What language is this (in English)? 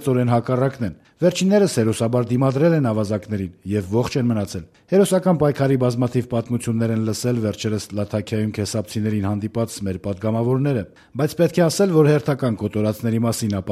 Armenian